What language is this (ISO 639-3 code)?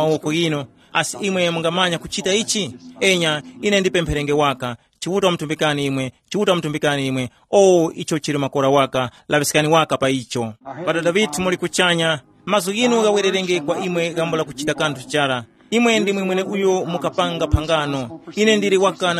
tum